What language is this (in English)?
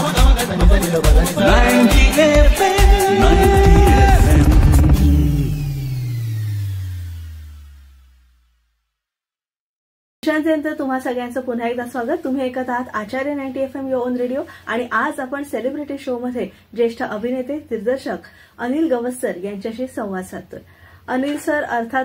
Marathi